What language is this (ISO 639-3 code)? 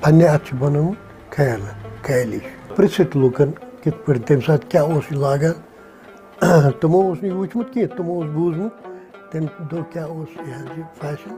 kas